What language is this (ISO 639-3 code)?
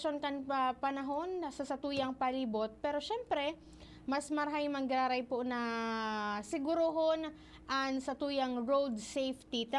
bik